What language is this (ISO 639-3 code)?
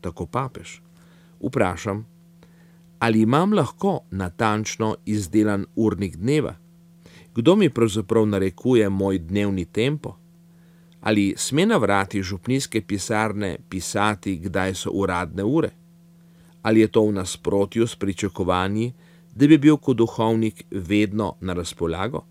slv